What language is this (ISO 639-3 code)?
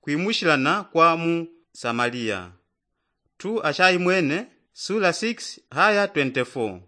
yao